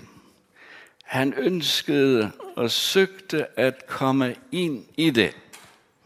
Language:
Danish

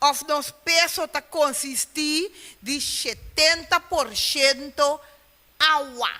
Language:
Papiamento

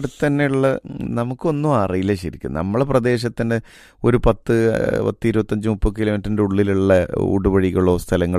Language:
Malayalam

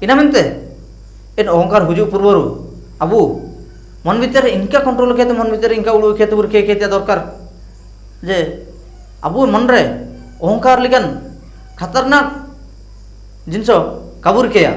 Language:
Ho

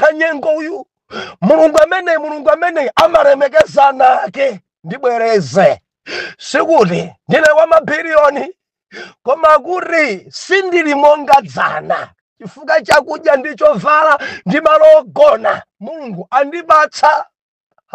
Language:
Nyanja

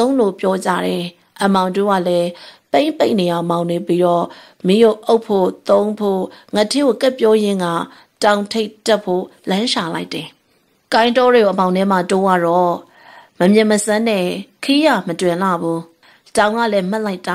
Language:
Burmese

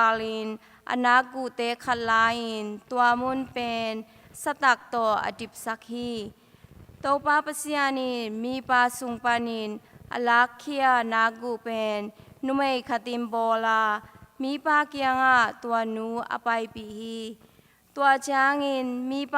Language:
Tedim Chin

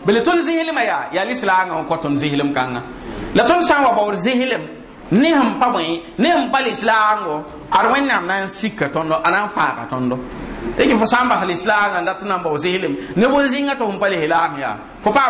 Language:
Mossi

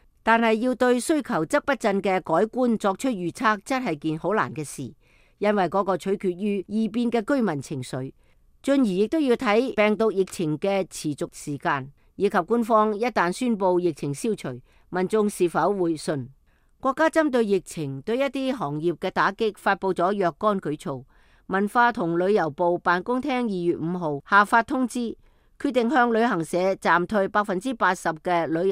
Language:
Cantonese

